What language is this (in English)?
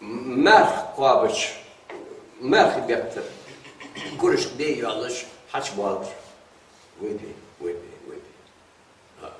Ingush